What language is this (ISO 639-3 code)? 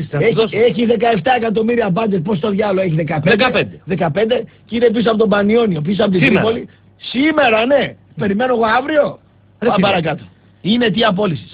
ell